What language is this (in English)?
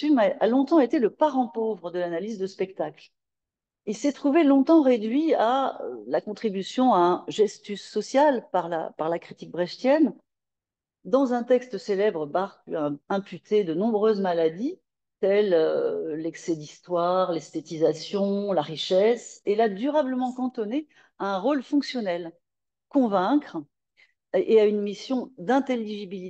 French